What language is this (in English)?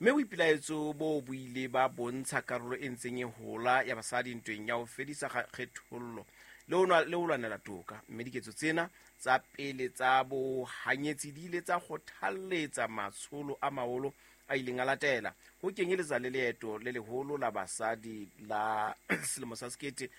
Southern Sotho